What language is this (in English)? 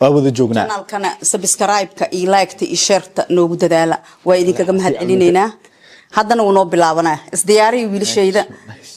Somali